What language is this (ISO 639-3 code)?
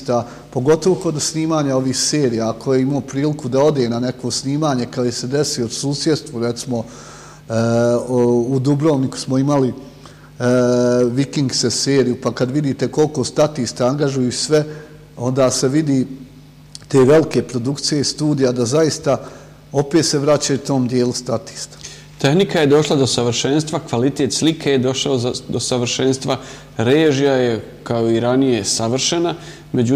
bos